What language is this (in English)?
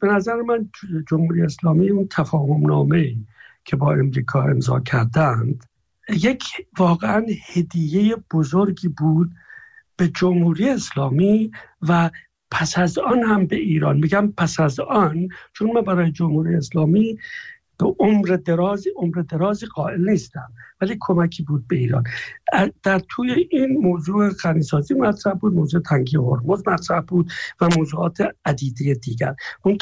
Persian